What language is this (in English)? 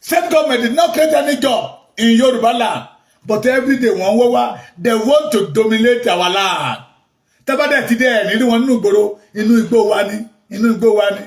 Yoruba